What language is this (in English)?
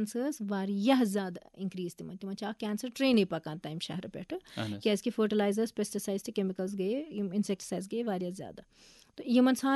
Kashmiri